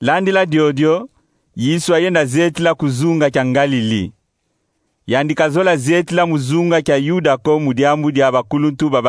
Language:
Kongo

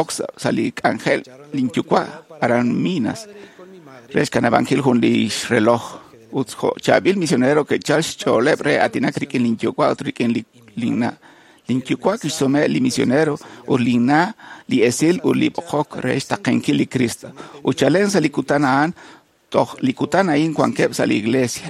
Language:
Kekchí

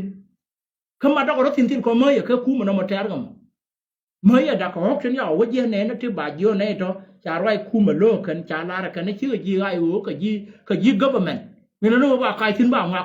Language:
Nuer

